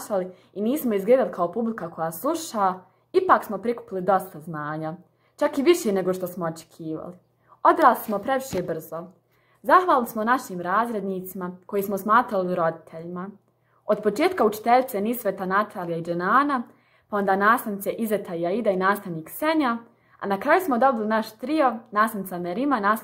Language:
Bosnian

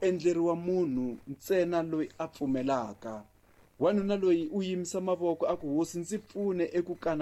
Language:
Tsonga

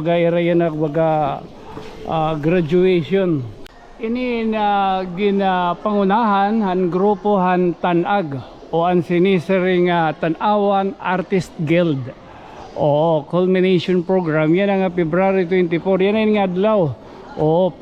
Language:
Waray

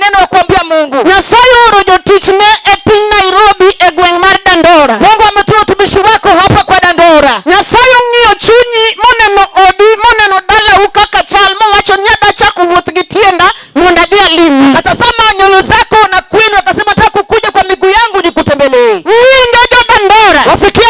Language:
Luo (Kenya and Tanzania)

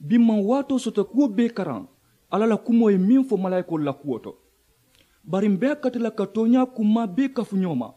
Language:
Mandingo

